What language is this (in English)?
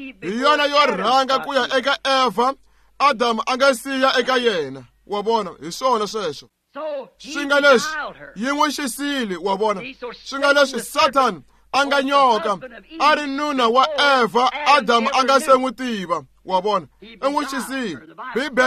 Tsonga